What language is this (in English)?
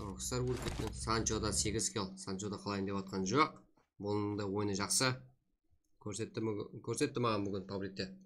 Kara-Kalpak